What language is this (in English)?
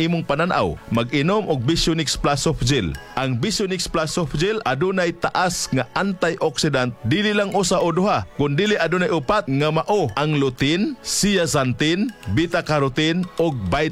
Cebuano